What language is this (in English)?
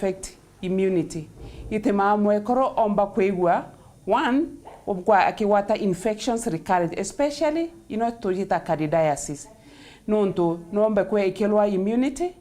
Meru